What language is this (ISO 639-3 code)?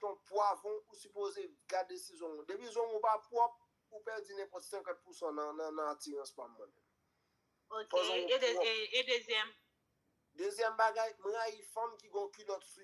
hat